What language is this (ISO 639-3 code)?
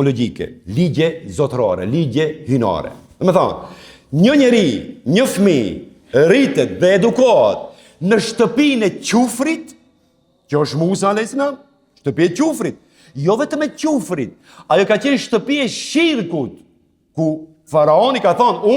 sqi